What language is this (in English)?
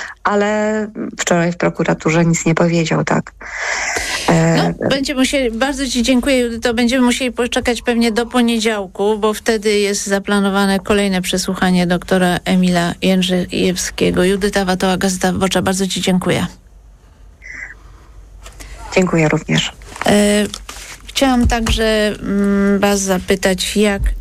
Polish